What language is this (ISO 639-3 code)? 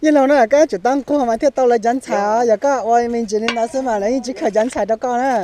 hmn